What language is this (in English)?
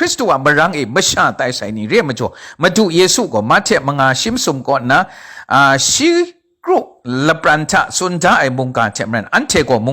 Kachin